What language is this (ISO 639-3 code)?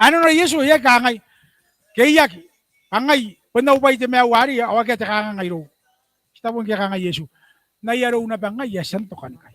gil